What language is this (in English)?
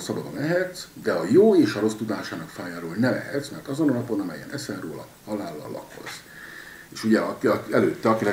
Hungarian